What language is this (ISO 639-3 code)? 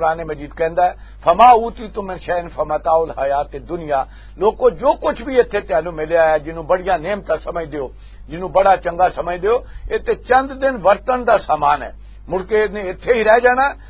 lah